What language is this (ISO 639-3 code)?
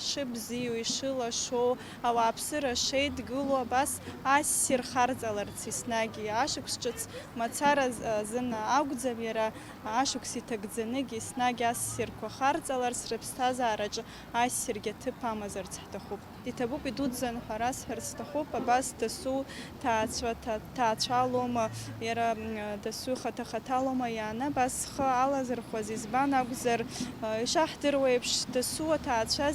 abk